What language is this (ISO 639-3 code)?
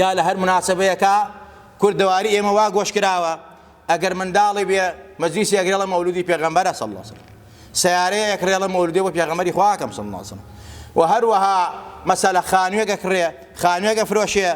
ckb